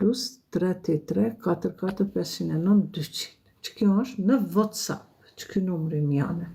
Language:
Albanian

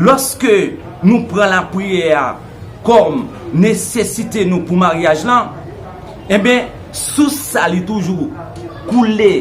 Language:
Haitian Creole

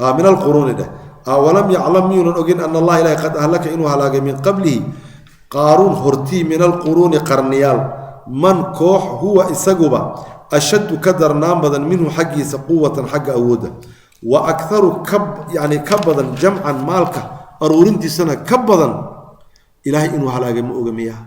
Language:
Somali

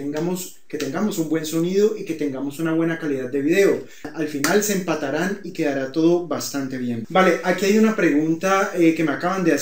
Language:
Spanish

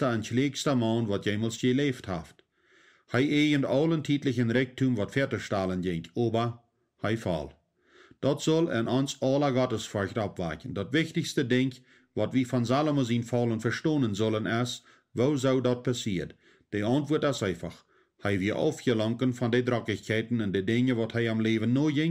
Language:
Plautdietsch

